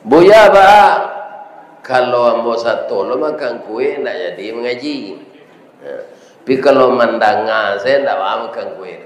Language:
Minangkabau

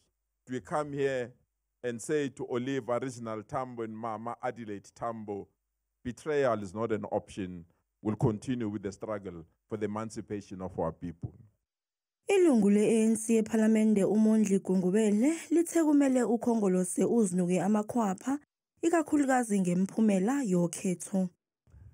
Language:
Zulu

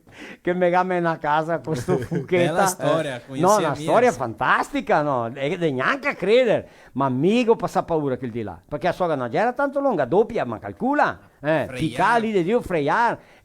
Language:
Venetian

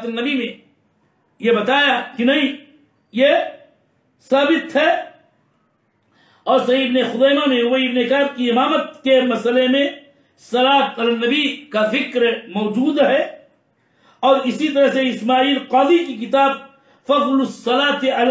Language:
Urdu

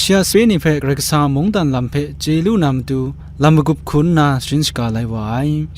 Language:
Kachin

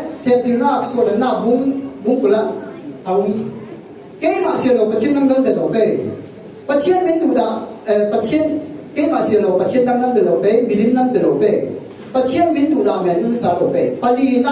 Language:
Falam Chin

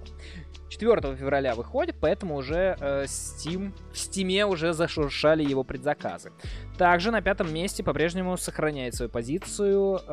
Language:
Russian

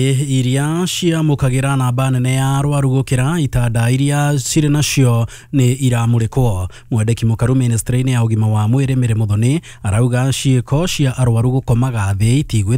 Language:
Kikuyu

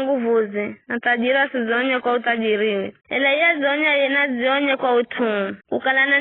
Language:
Giryama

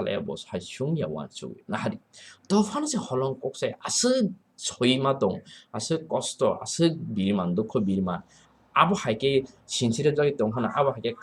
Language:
Kok Borok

